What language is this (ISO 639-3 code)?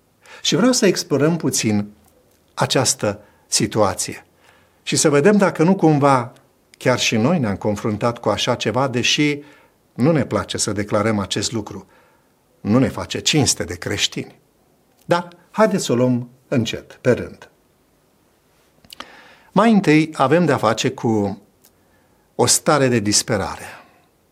ron